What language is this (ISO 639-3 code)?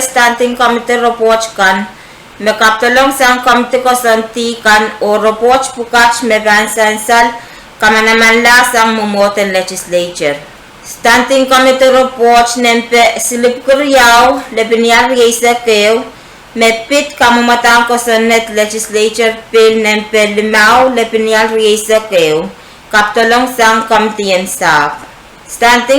pon